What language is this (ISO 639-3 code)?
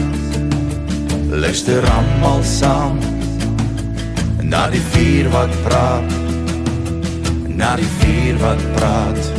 afr